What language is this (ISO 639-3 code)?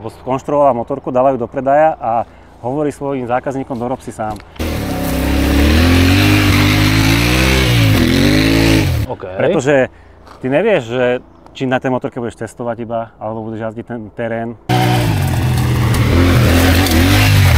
slk